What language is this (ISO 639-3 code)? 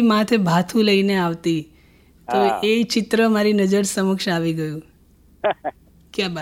guj